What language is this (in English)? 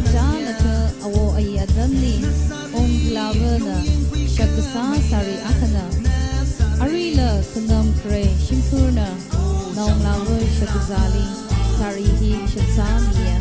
Tangkhul Naga (India)